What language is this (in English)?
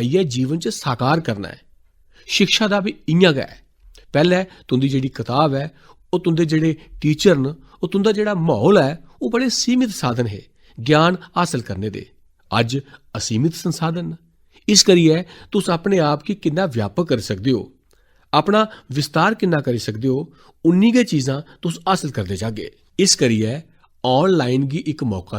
Dogri